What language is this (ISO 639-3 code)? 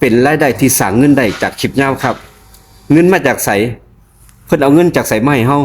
tts